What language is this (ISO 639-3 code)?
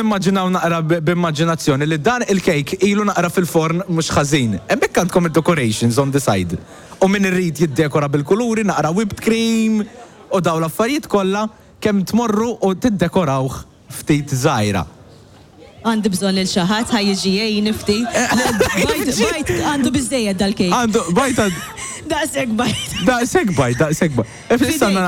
mlt